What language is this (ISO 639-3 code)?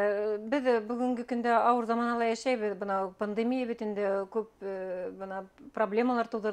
bak